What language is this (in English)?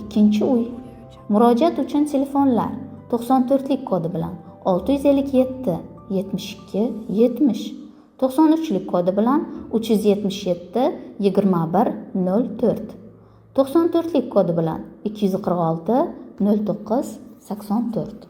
Uzbek